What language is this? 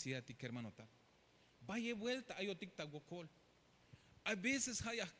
Tzeltal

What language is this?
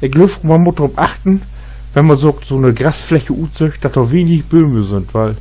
Low German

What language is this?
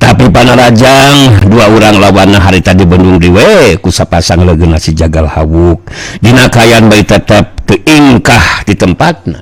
Sundanese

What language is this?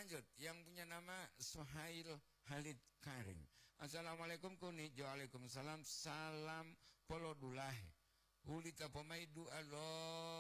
Gorontalo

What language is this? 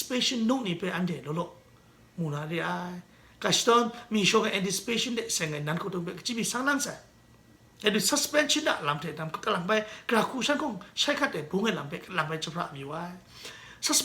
Kachin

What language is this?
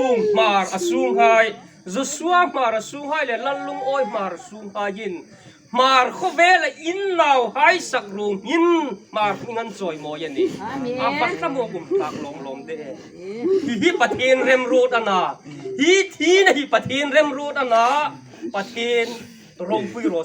Hmar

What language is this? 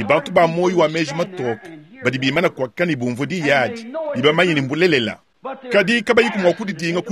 Luba-Lulua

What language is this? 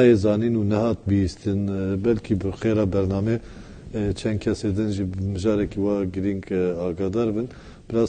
Kurdish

